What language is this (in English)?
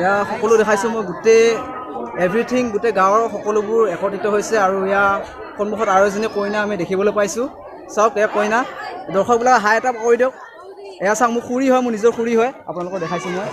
Assamese